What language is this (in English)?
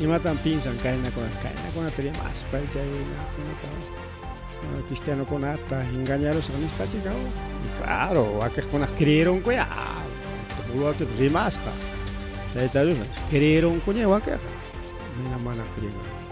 Ayacucho Quechua